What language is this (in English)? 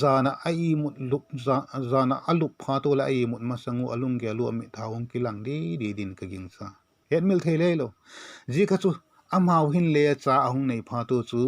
Vaiphei